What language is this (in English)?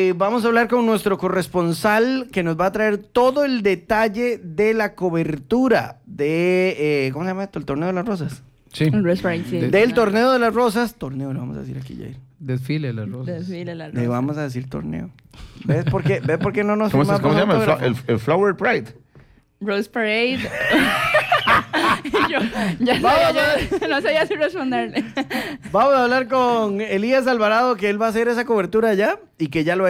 Spanish